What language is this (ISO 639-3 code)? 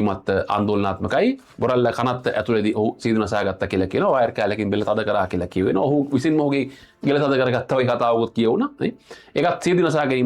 sin